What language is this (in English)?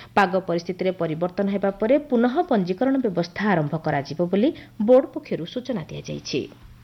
Odia